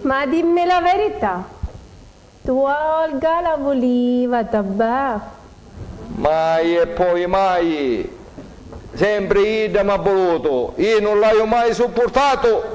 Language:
Sicilian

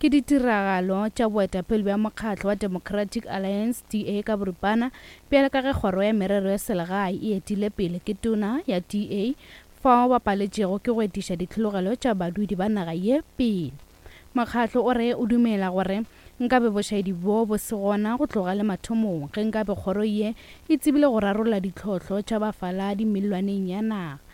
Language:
Northern Sotho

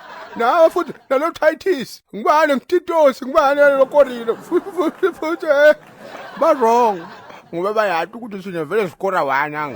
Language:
Zulu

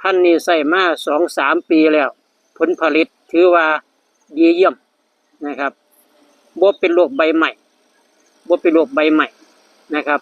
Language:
Northeastern Thai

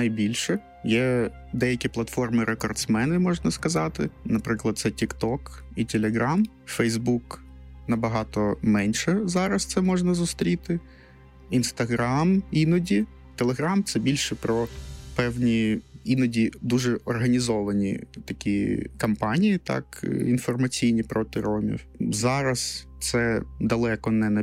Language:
Ukrainian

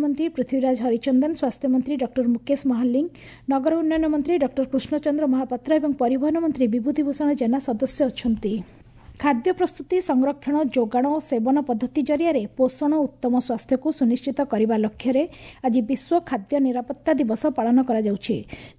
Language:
Odia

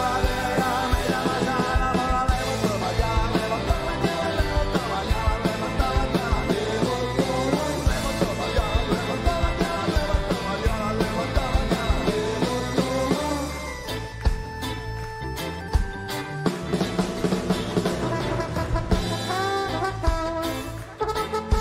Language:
Finnish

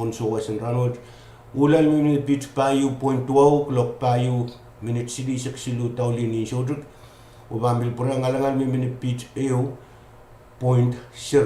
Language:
Pohnpeian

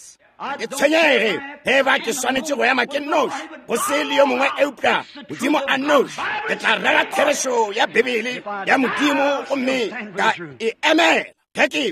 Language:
Northern Sotho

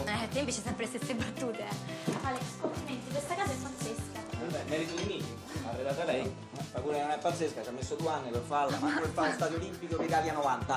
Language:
Italian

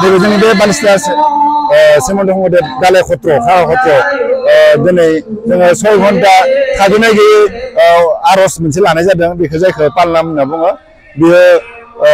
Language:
Bodo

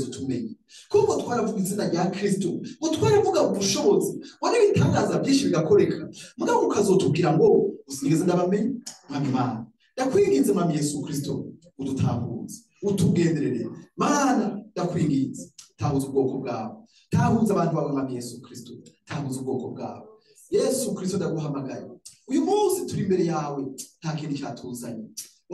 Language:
Rundi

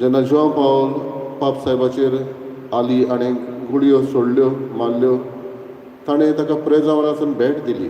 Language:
Konkani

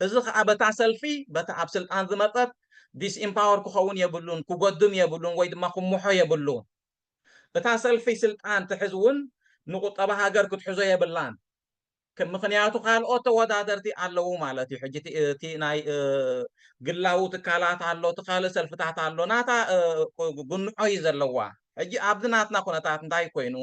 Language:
Tigrinya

